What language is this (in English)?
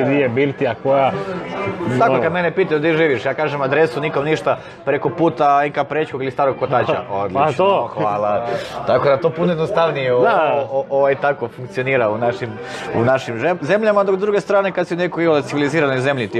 Croatian